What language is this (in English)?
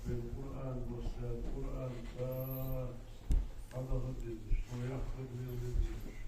Ingush